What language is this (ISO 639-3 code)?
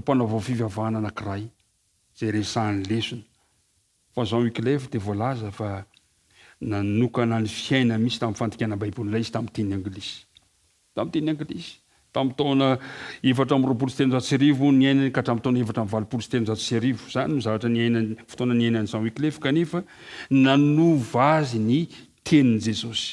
mlg